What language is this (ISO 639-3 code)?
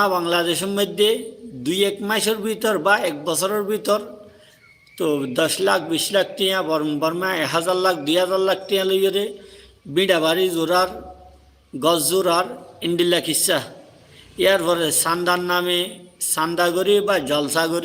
rhg